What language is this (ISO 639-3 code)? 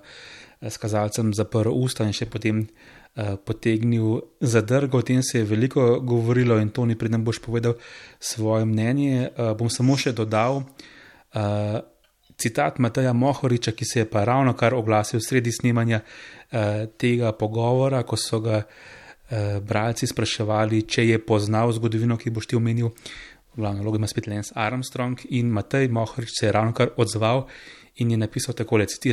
slv